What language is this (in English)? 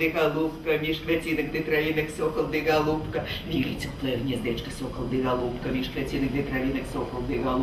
Belarusian